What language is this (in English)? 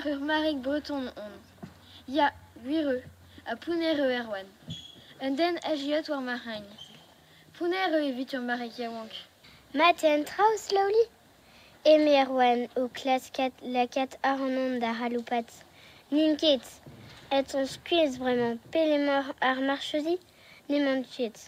Breton